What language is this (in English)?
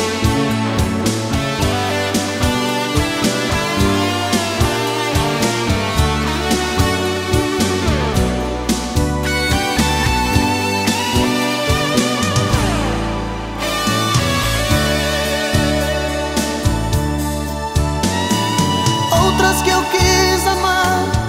Portuguese